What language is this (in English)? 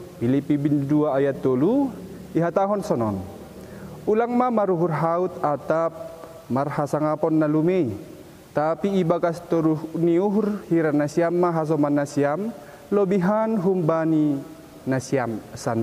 Batak Simalungun